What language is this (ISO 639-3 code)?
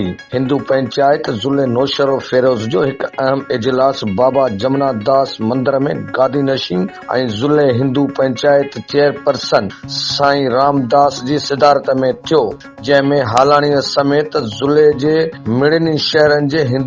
snd